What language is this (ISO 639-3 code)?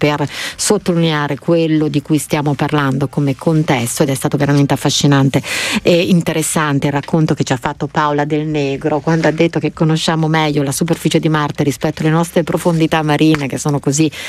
ita